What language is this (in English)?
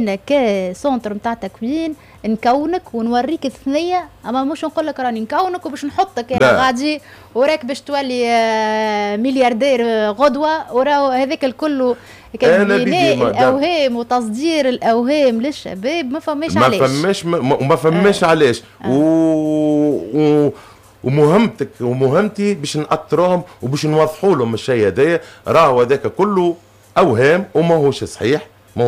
Tunisian Arabic